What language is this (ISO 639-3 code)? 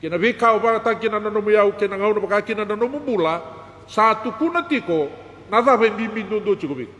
fij